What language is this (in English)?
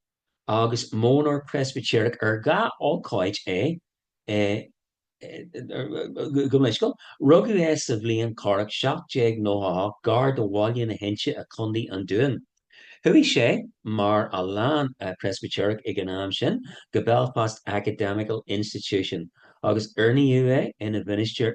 Irish